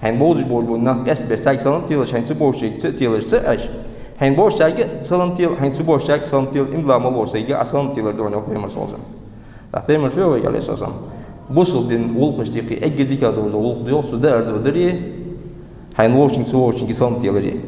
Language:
Ingush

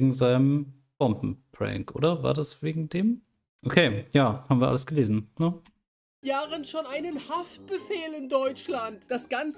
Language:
German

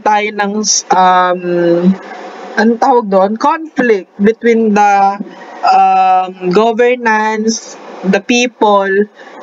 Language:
Filipino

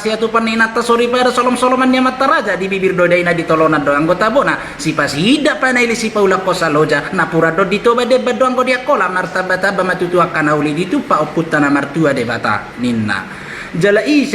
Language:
Batak Toba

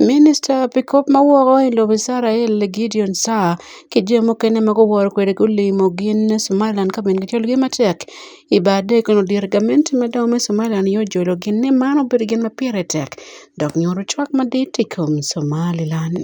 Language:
Acoli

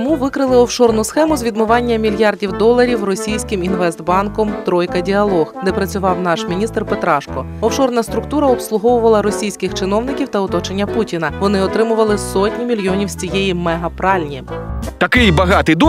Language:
Ukrainian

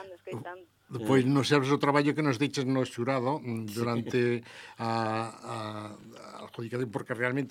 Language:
Galician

